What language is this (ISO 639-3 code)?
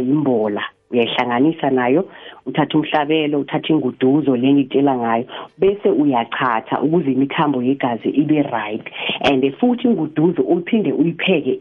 nbl